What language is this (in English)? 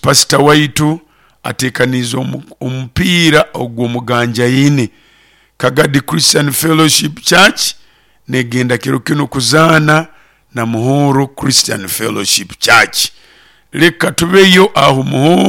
Nyoro